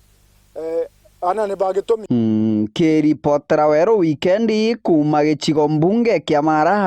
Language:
Meru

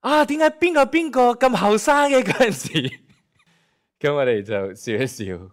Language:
Cantonese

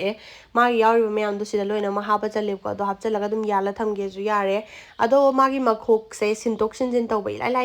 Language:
Manipuri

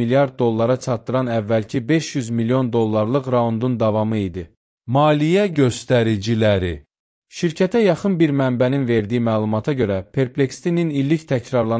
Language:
Azerbaijani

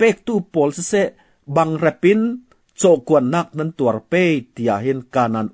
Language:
Falam Chin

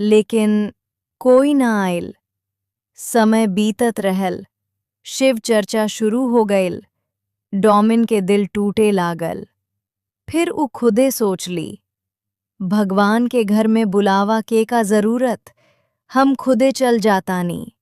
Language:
Bhojpuri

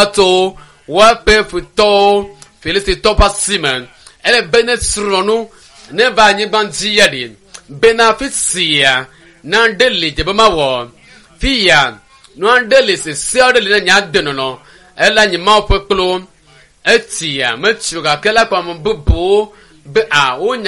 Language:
Ewe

